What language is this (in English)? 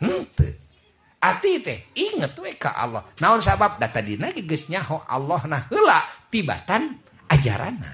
Sundanese